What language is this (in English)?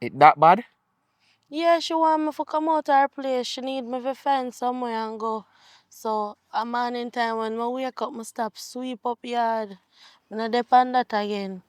Jamaican Creole English